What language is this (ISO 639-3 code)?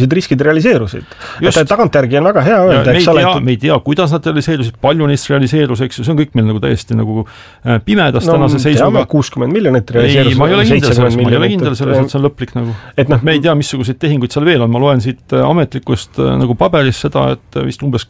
est